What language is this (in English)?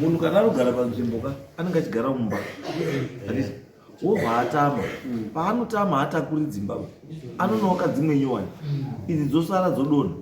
Shona